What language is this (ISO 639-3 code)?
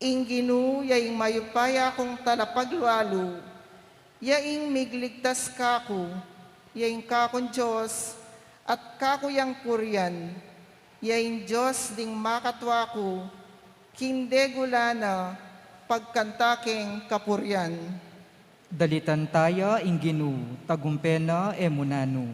pam